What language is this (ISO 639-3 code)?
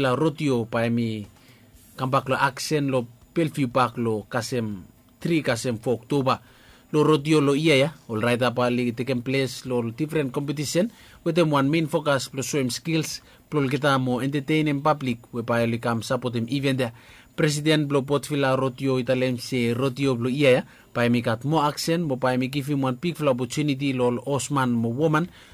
bis